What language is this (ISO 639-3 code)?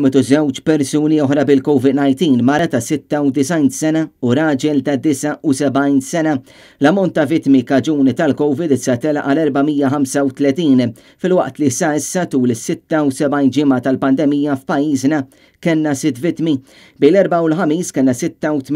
mlt